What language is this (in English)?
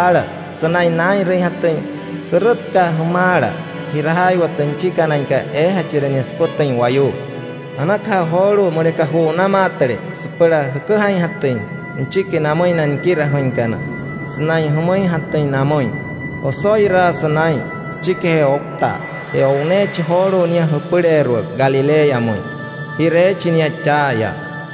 Wayuu